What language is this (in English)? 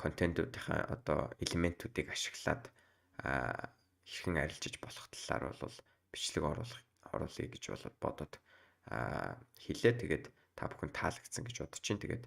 Mongolian